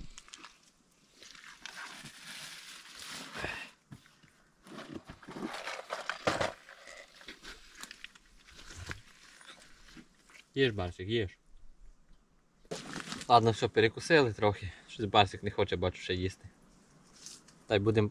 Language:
Ukrainian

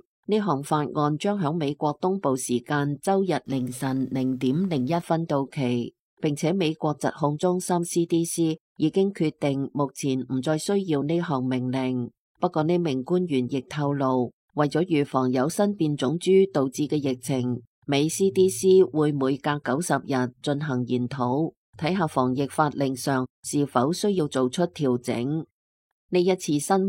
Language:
Cantonese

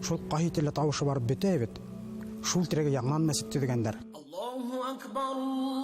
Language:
Bashkir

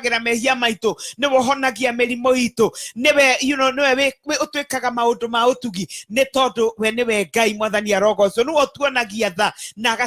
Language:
Kikuyu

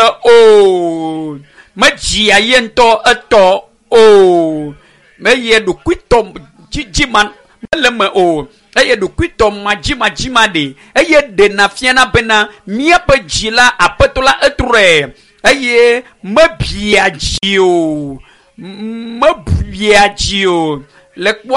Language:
Ewe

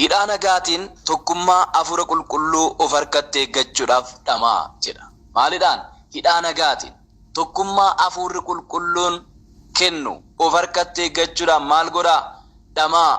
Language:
Oromo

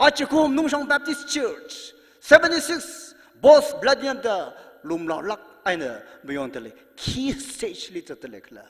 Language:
Tangkhul Naga (India)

